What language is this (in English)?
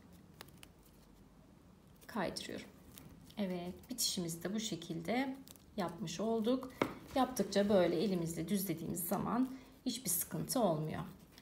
Turkish